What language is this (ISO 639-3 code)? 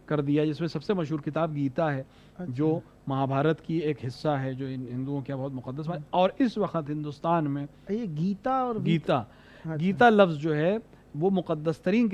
urd